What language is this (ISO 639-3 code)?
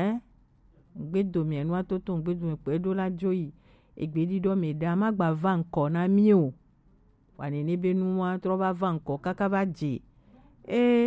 gej